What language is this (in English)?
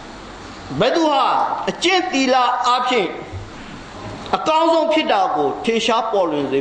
Burmese